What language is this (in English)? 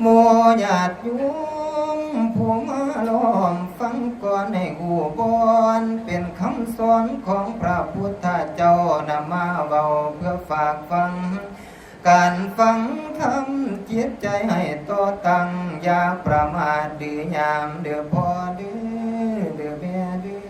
Northeastern Thai